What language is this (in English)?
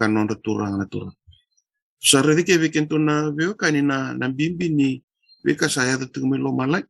Fijian